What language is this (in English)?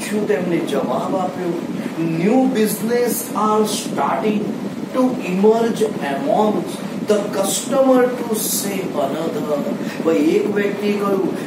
Gujarati